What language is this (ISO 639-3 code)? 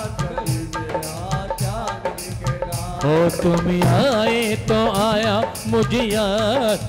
hin